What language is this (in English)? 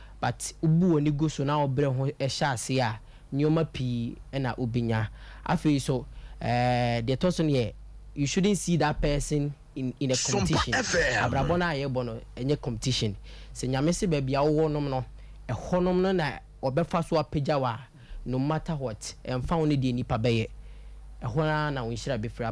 Akan